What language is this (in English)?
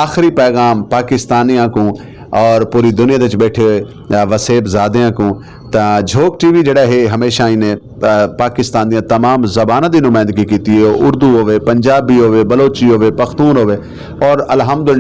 Saraiki